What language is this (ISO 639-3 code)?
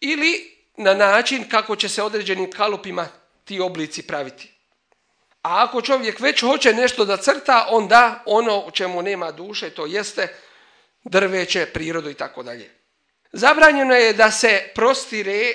bos